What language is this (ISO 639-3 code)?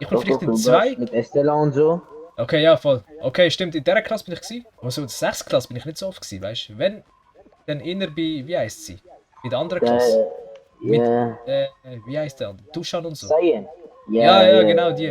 gsw